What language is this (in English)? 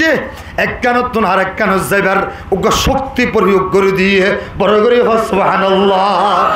Rohingya